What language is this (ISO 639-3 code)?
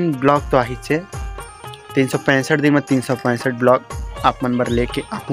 hne